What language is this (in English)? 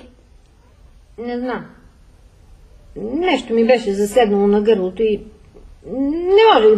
Bulgarian